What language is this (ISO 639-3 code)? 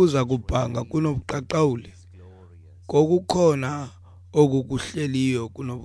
xho